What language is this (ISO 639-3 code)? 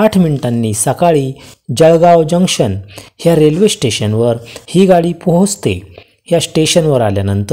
mar